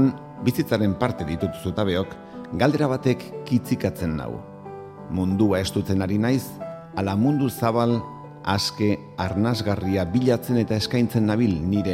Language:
Basque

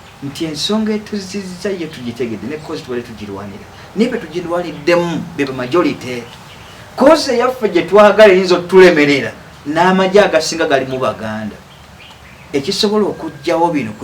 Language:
Ganda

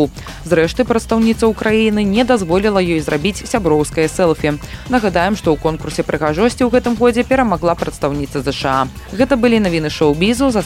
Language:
Belarusian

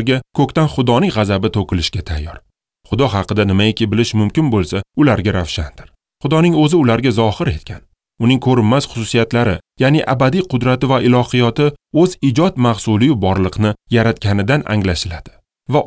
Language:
Uzbek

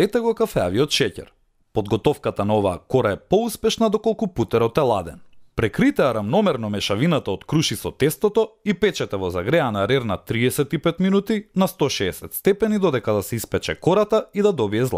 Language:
Macedonian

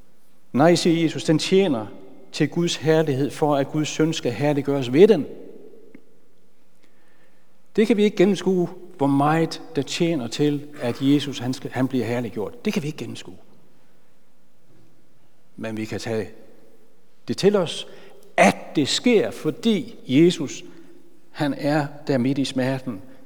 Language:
Danish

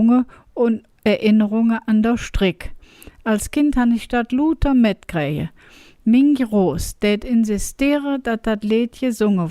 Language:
Colognian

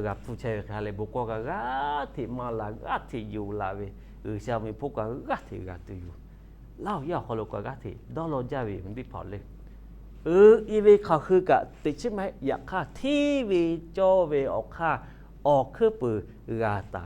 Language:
Lahu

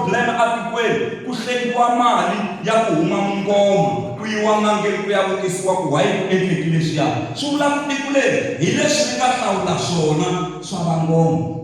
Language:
Tsonga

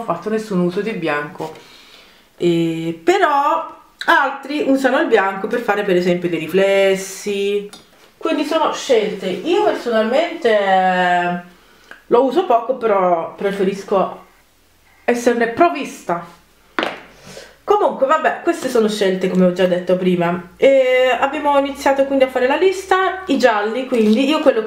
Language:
Italian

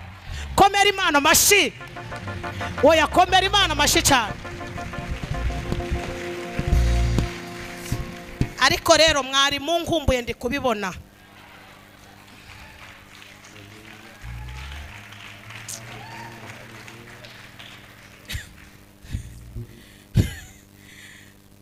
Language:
Kinyarwanda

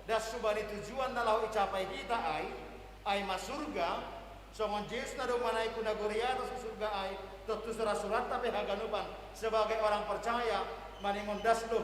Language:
Batak Simalungun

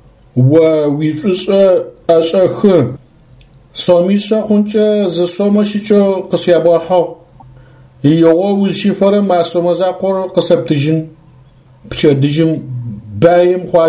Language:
Adyghe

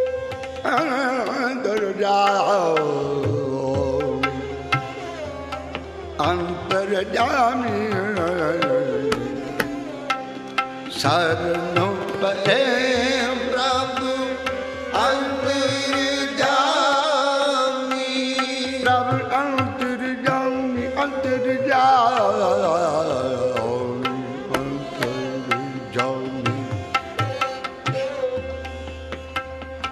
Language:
Punjabi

